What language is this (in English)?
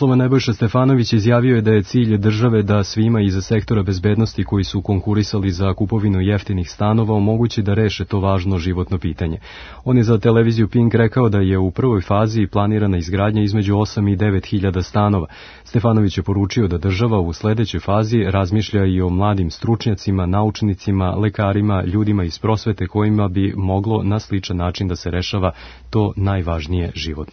Serbian